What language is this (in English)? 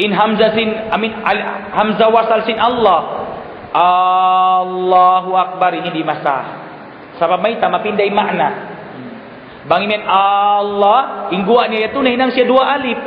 Tausug